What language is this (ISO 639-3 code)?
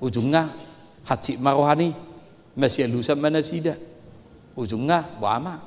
bbc